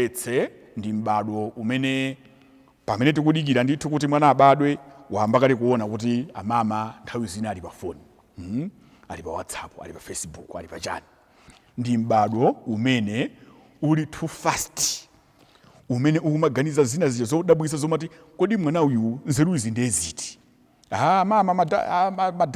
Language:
Nyanja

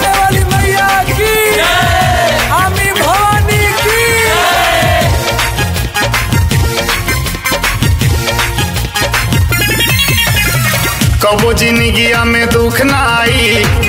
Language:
Bhojpuri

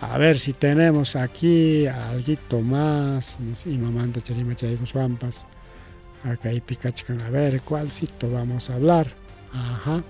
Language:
Ayacucho Quechua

